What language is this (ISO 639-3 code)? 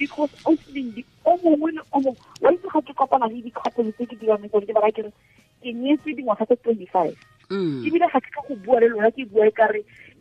tsn